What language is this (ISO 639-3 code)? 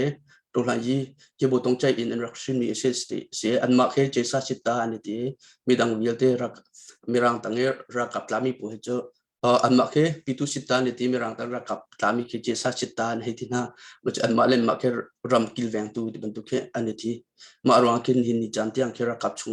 cnh